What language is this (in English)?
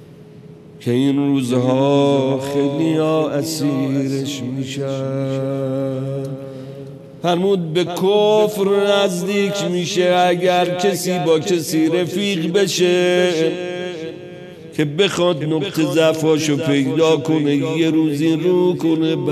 Persian